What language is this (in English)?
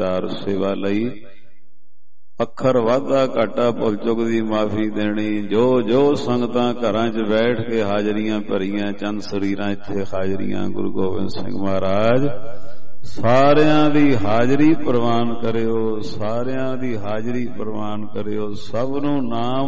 Punjabi